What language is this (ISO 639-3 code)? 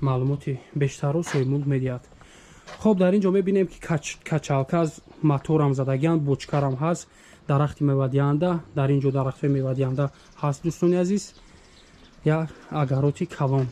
tgk